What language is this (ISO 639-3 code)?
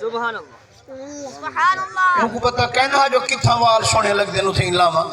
skr